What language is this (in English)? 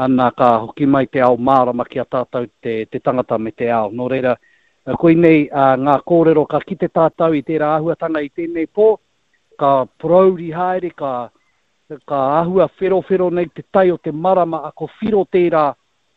Māori